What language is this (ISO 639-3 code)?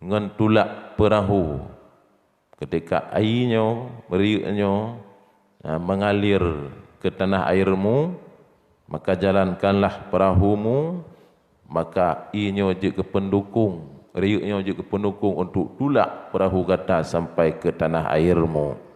ace